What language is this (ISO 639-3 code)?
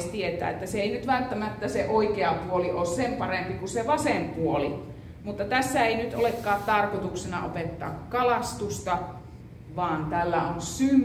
fin